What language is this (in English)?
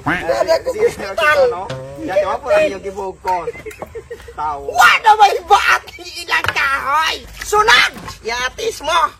Cebuano